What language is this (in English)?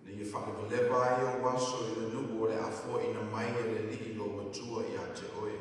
Samoan